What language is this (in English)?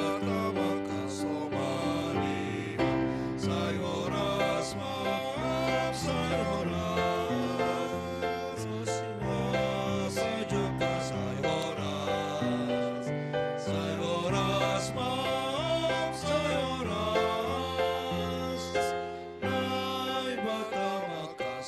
Batak Simalungun